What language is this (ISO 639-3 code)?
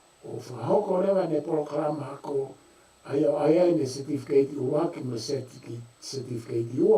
ton